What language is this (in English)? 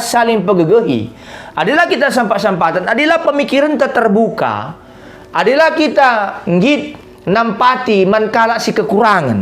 Batak Karo